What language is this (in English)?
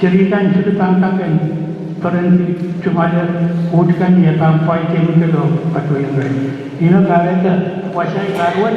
Pohnpeian